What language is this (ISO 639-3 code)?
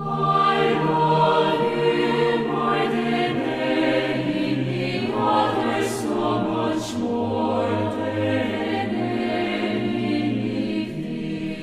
quh